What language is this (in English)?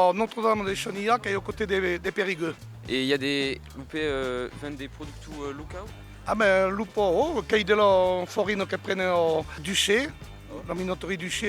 Occitan